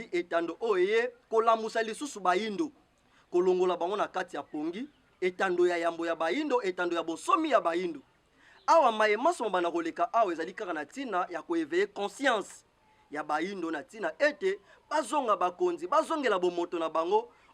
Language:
Lingala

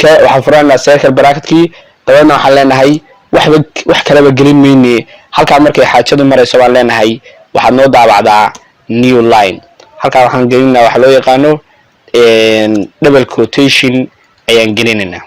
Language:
Somali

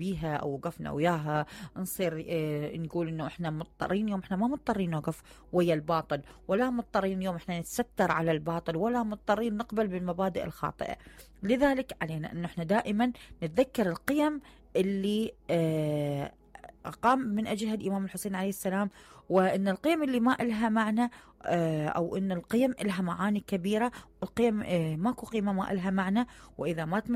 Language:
Mesopotamian Arabic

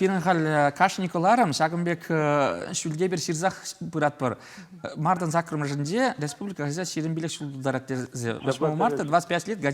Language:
Chuvash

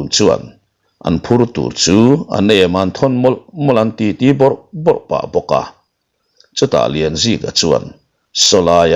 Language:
Mizo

